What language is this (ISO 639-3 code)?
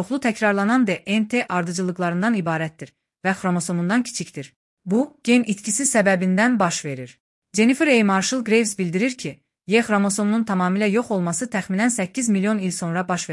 aze